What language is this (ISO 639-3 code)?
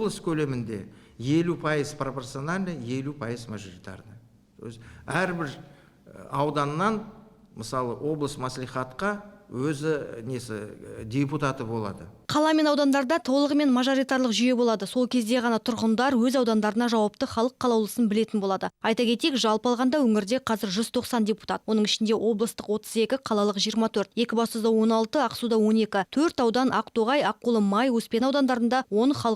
kaz